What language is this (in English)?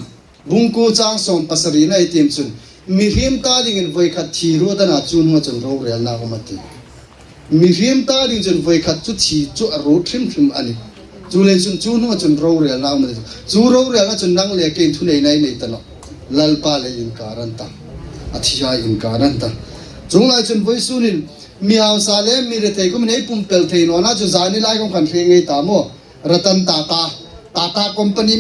Hmar